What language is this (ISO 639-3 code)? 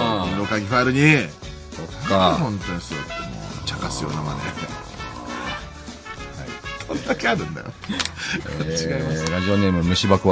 jpn